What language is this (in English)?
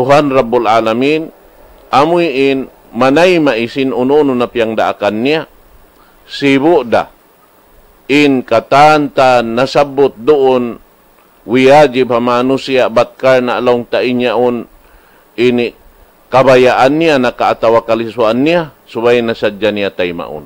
Tausug